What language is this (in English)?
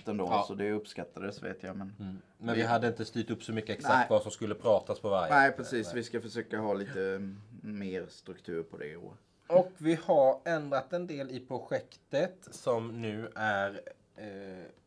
Swedish